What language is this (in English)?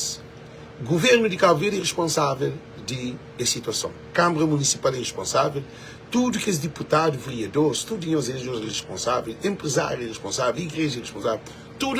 Kabuverdianu